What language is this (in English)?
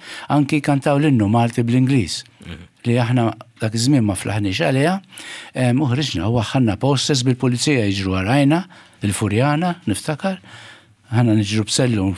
Maltese